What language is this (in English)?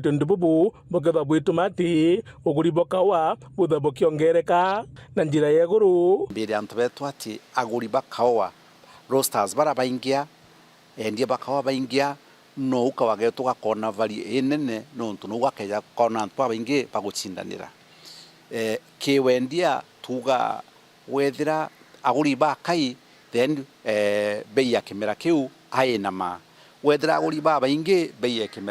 Meru